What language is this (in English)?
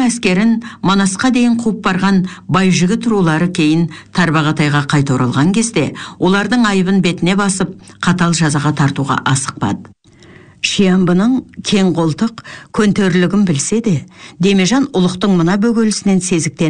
Kazakh